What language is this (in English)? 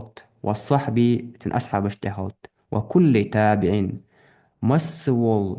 Ingush